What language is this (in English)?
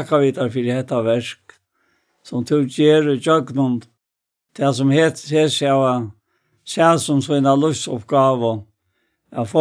Faroese